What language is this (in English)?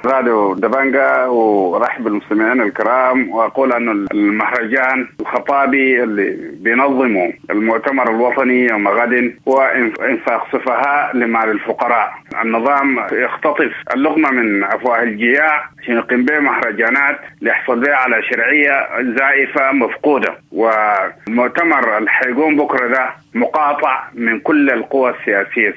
Sudanese Arabic